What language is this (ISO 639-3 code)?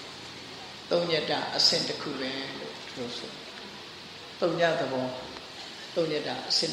mya